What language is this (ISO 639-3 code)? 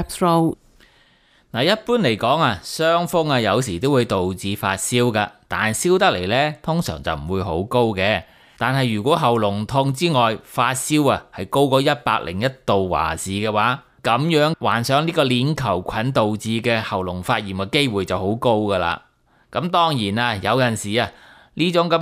yue